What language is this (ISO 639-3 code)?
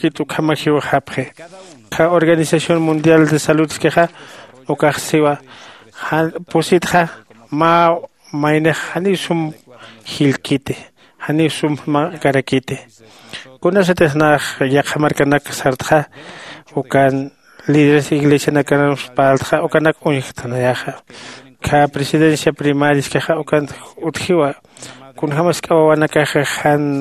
aym